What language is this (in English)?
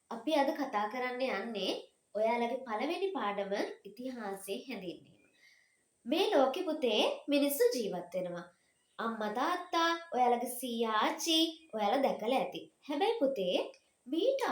Sinhala